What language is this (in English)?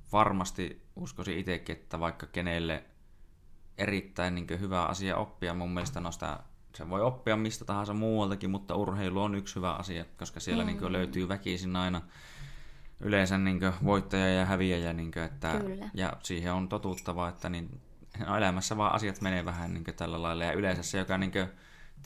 Finnish